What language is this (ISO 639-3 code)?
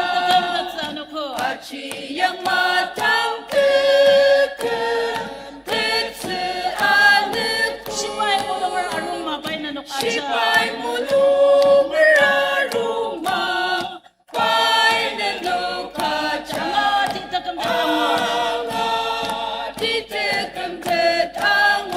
njo